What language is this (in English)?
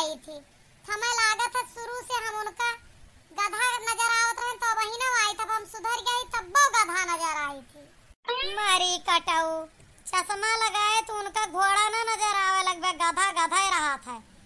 Awadhi